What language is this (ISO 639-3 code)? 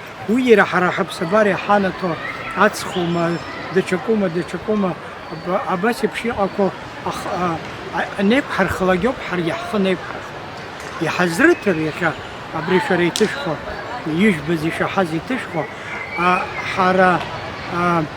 abk